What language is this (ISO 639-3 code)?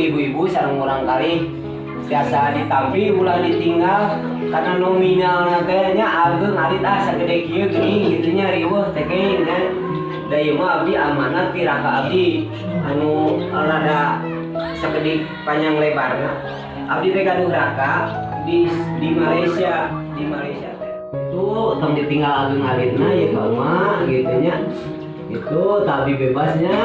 sun